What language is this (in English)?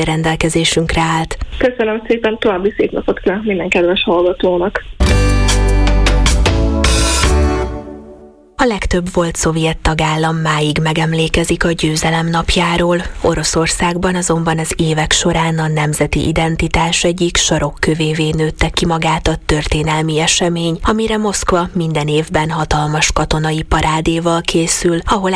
Hungarian